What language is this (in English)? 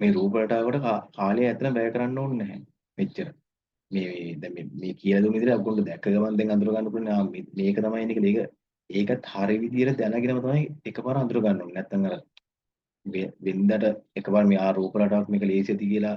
Sinhala